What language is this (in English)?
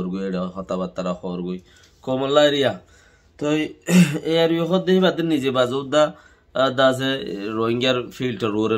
Rohingya